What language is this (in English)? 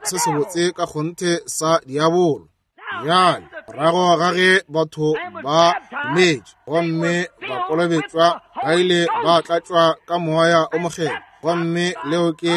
Northern Sotho